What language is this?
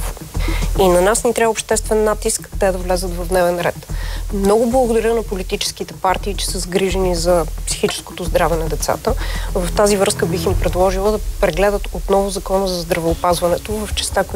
Bulgarian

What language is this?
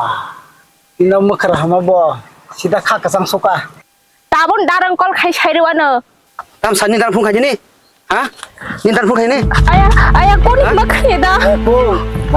Kok Borok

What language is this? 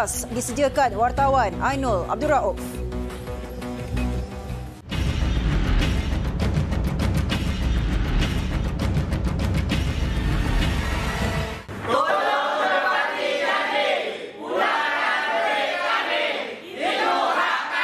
Malay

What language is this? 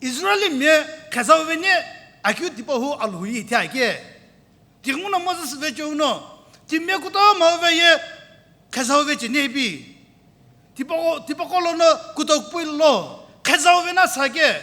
Sumi Naga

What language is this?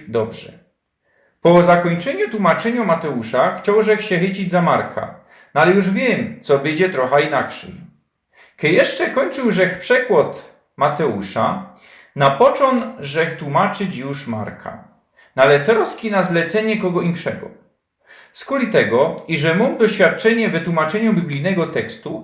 Silesian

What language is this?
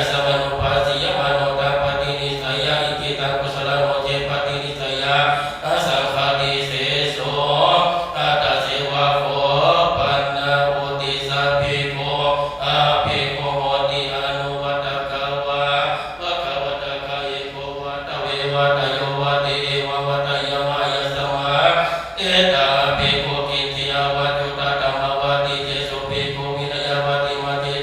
Pali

